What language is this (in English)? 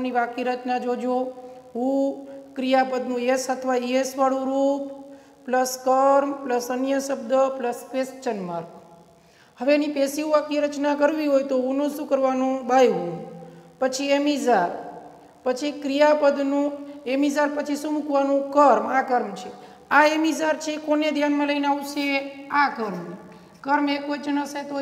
Gujarati